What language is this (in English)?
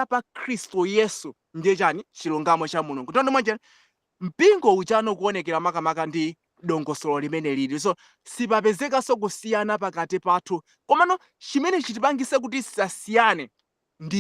Nyanja